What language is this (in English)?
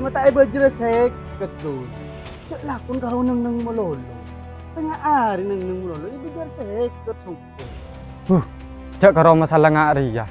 Madurese